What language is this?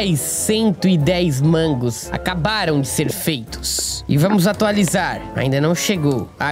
Portuguese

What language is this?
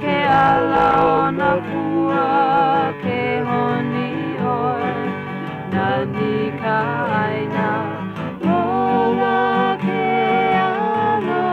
Hawaiian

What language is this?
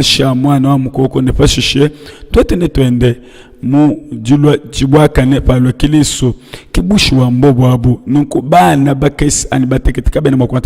Luba-Lulua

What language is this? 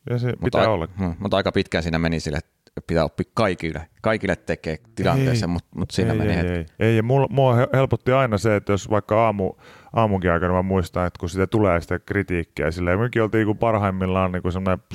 Finnish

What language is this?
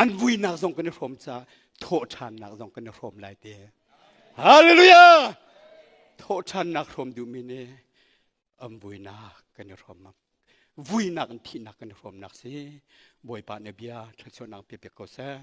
Hakha Chin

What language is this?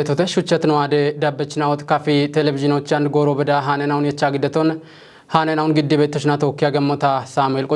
Kafa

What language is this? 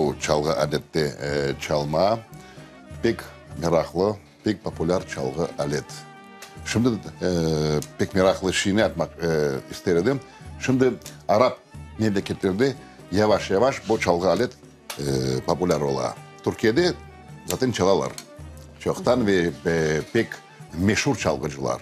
Crimean Tatar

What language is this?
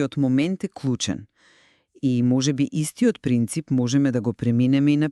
Macedonian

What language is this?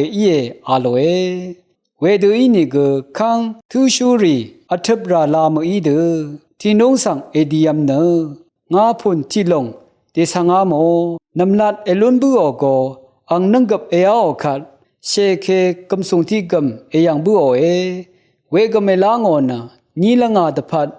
Rawang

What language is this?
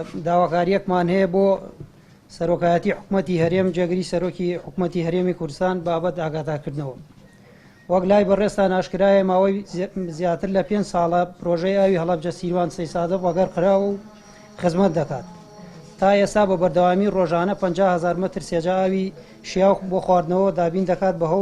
Central Kurdish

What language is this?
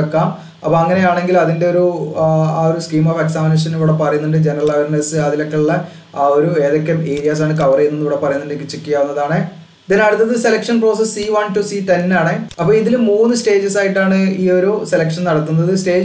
Malayalam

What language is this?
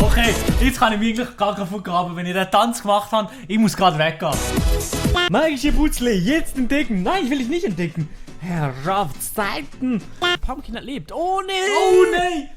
Swiss German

